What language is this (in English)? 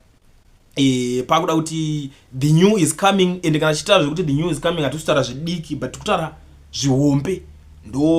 Shona